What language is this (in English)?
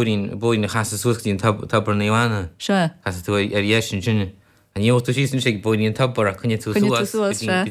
Irish